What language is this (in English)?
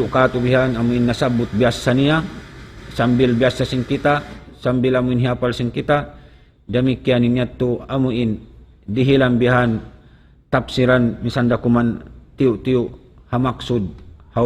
Tausug